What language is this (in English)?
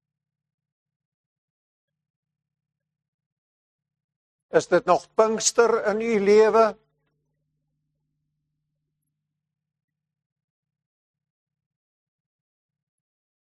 Afrikaans